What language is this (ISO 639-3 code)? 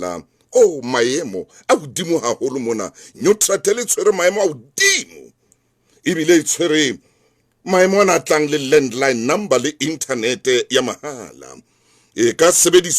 sot